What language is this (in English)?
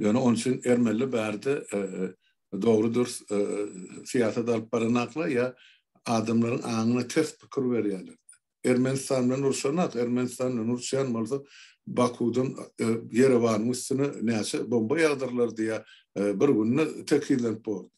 Turkmen